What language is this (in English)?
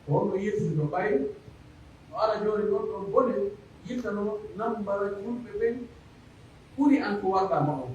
Pular